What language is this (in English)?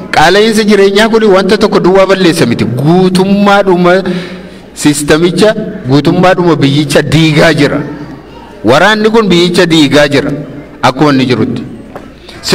Oromo